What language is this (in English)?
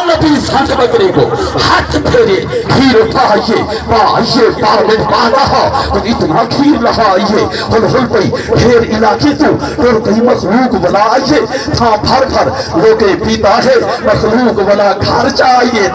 Saraiki